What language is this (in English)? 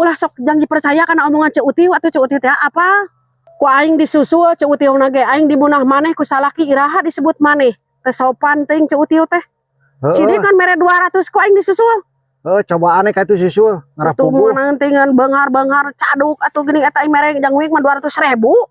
Sundanese